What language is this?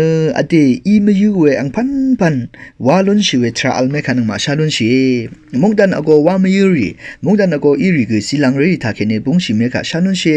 Rawang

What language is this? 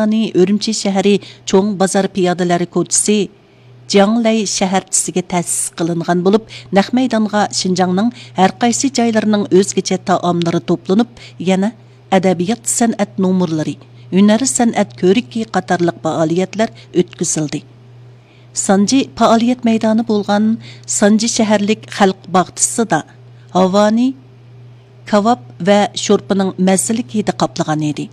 Uyghur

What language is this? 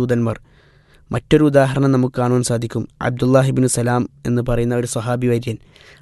Malayalam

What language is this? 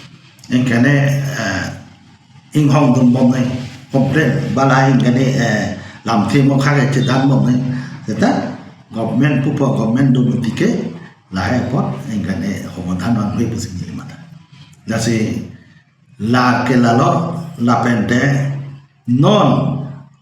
Karbi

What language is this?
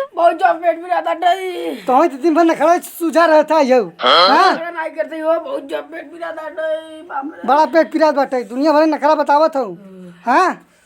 Awadhi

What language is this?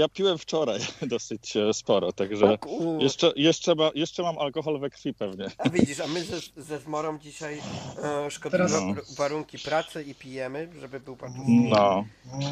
Polish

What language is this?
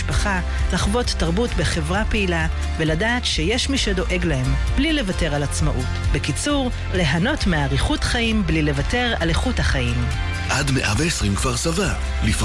Hebrew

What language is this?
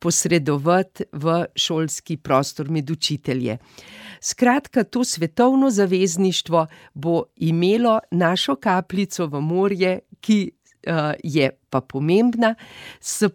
Slovenian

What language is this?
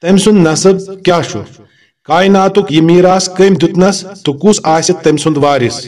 Kashmiri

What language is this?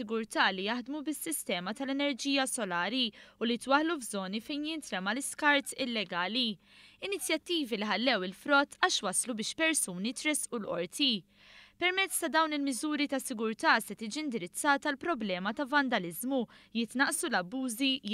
Maltese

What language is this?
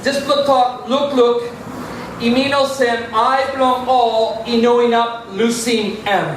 Tok Pisin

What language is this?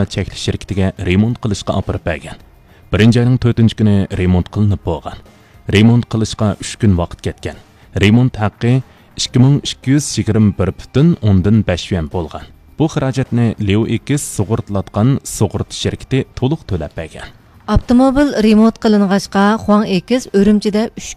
Uyghur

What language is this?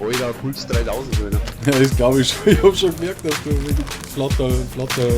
Bavarian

